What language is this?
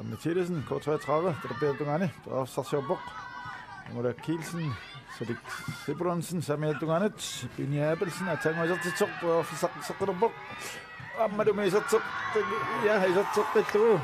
Kalaallisut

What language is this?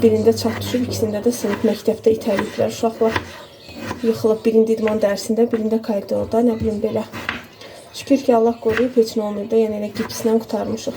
Azerbaijani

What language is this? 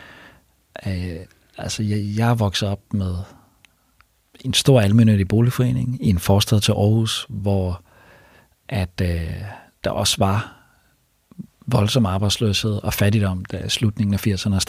Danish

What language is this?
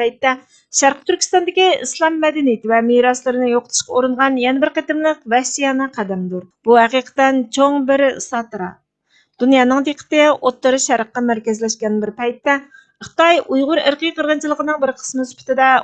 Uyghur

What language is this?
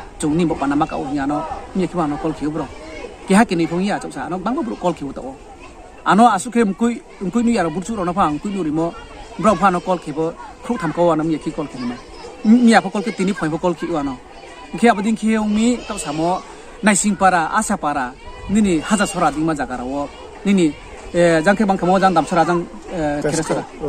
Riang (India)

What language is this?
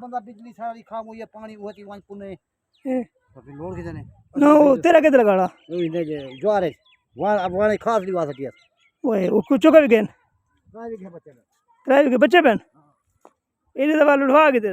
Saraiki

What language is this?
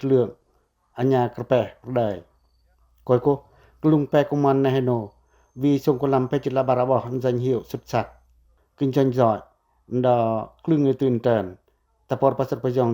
Pacoh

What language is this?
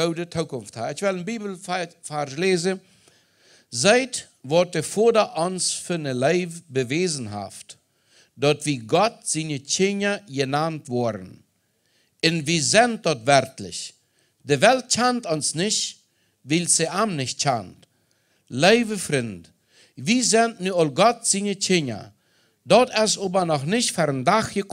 Plautdietsch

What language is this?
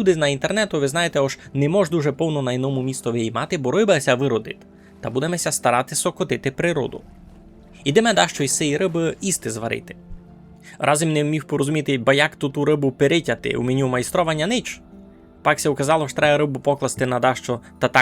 Rusyn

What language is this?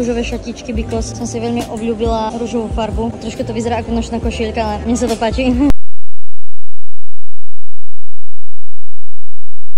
Slovak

